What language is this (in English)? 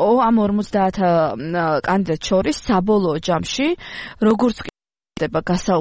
Georgian